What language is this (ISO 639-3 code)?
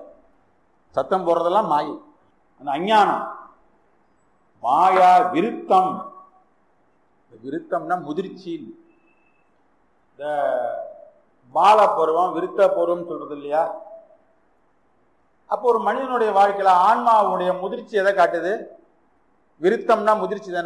tam